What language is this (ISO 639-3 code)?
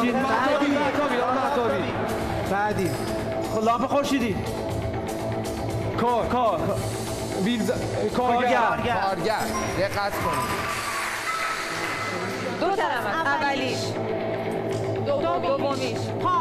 fas